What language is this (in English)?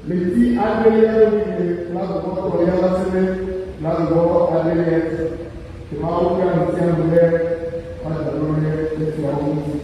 Ewe